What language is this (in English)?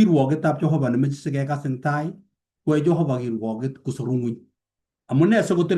Kalenjin